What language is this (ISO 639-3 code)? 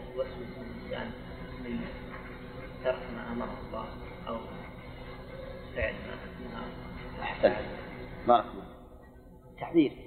ara